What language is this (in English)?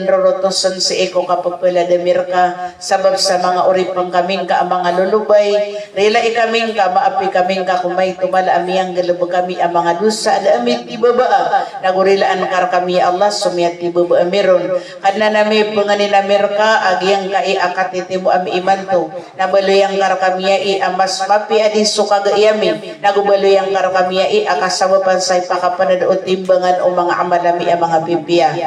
Maranao